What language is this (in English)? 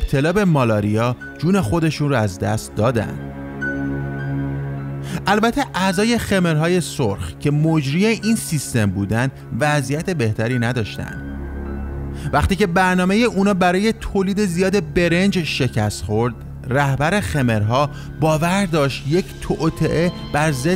Persian